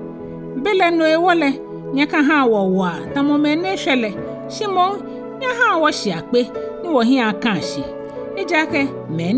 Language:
Ga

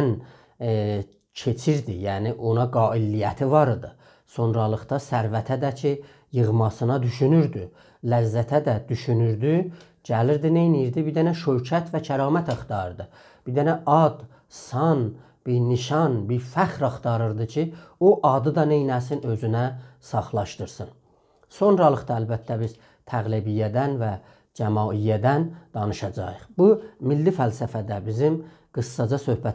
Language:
South Azerbaijani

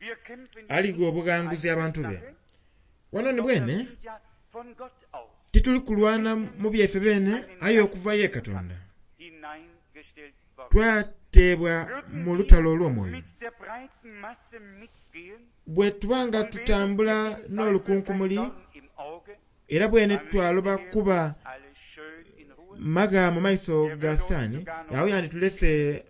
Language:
Soga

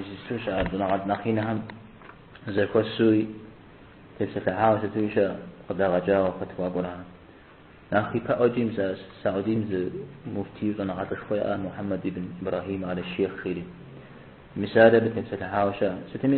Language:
Kabardian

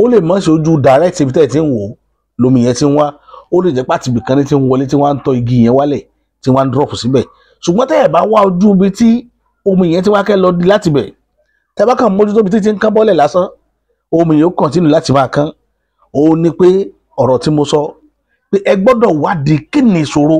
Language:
Yoruba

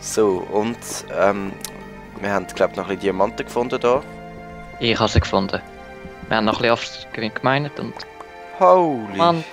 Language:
Swiss German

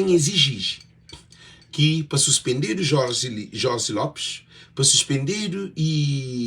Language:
Kabuverdianu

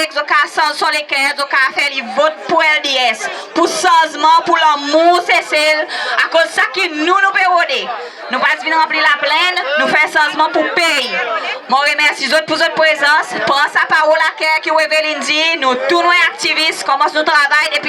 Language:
Seselwa Creole French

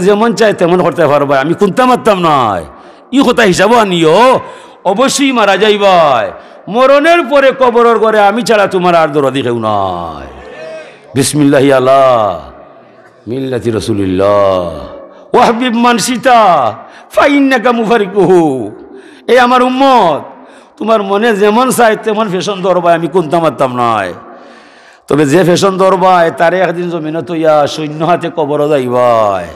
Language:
Sylheti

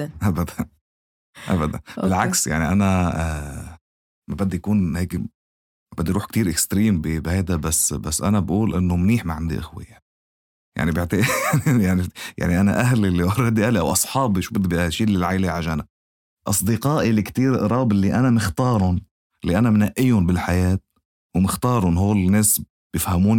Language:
North Levantine Arabic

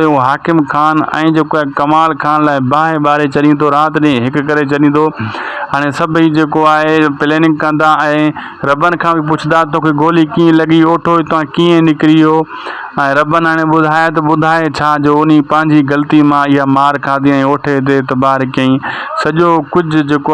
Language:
Sindhi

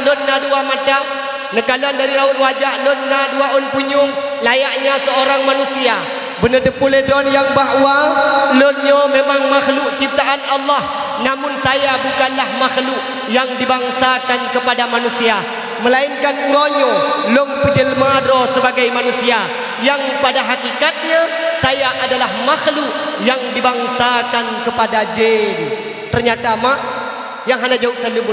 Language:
Achinese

